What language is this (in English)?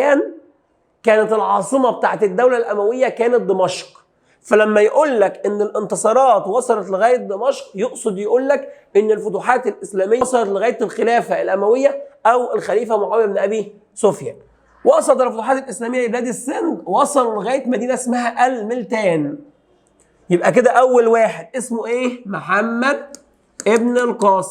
Egyptian Arabic